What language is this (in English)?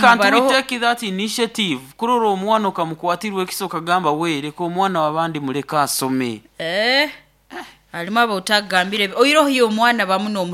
Nyoro